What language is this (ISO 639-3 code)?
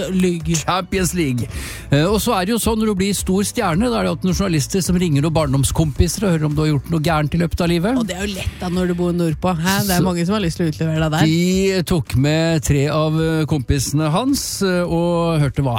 nor